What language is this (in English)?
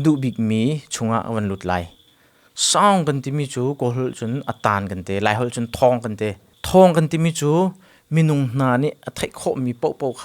Hakha Chin